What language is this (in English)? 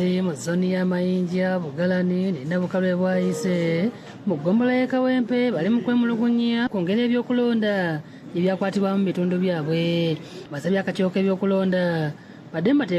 Ganda